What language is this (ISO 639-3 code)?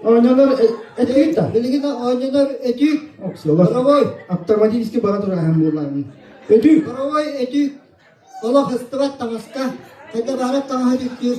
sah